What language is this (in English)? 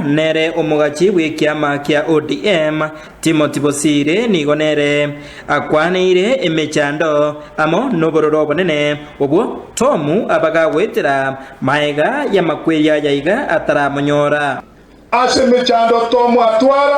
Gusii